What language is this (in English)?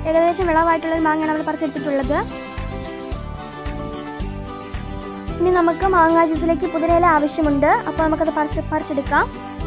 Malayalam